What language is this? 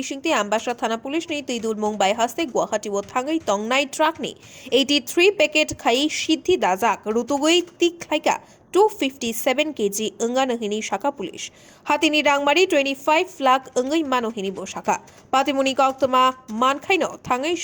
Kok Borok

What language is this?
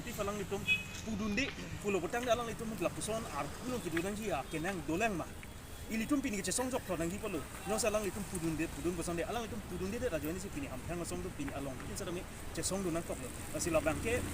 Karbi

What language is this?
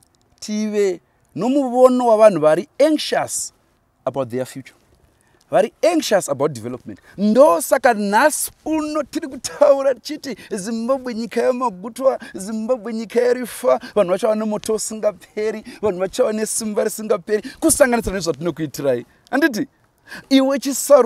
Shona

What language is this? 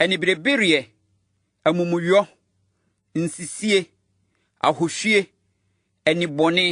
Akan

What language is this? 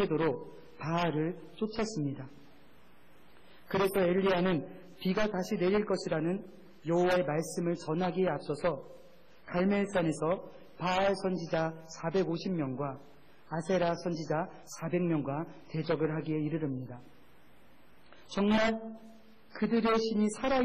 Korean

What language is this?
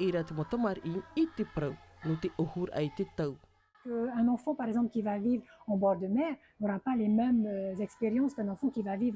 Tahitian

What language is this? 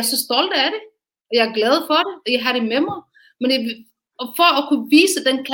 Danish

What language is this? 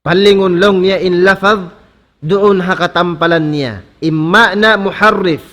Tausug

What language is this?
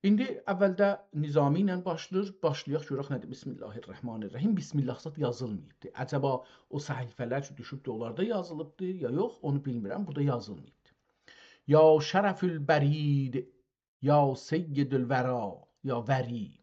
South Azerbaijani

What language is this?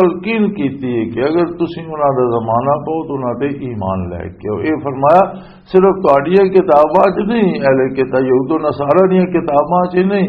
Western Panjabi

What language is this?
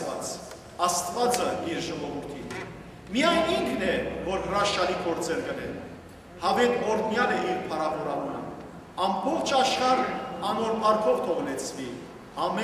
Western Armenian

